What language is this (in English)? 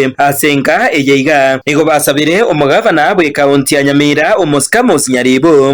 Gusii